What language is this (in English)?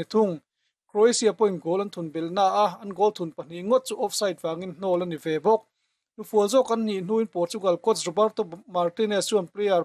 Mizo